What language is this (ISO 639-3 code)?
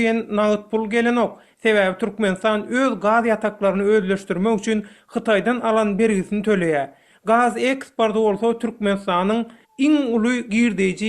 tuk